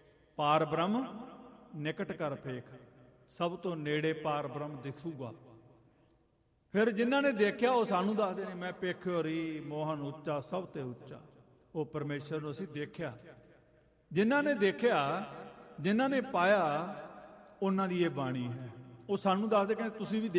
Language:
Punjabi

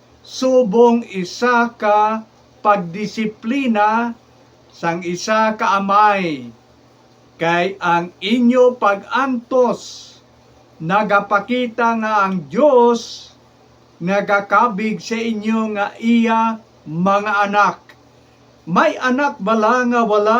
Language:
Hiligaynon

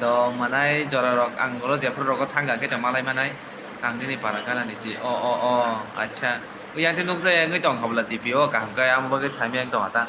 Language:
Kok Borok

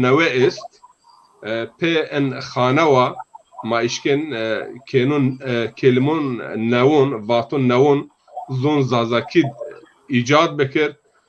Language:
Zaza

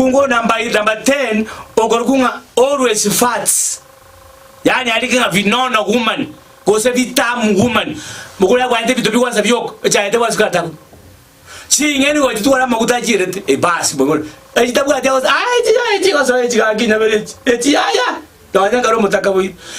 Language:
Gusii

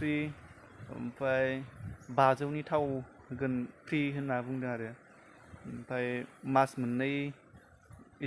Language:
Bodo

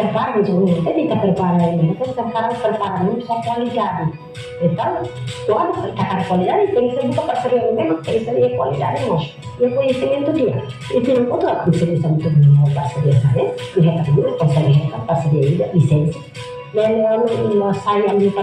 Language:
Tetum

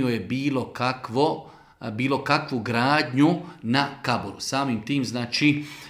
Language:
Bosnian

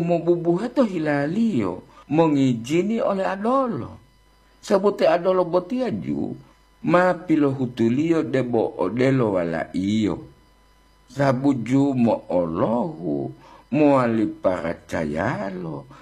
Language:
Gorontalo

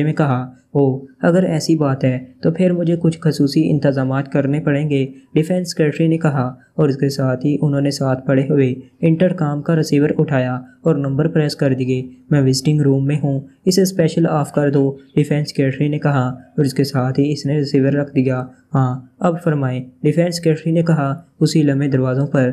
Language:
Urdu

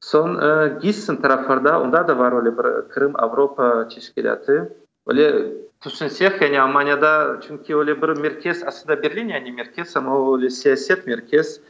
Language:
Crimean Tatar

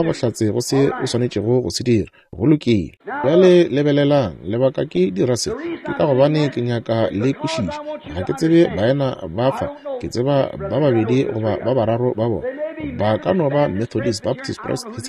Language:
Northern Sotho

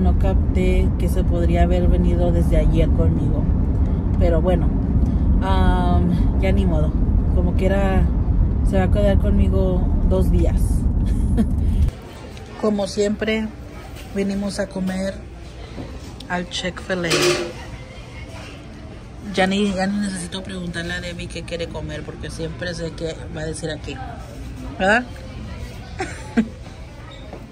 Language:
Spanish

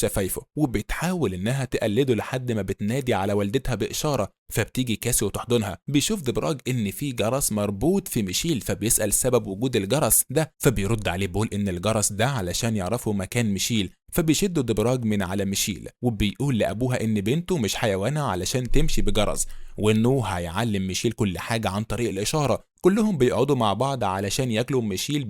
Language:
Egyptian Arabic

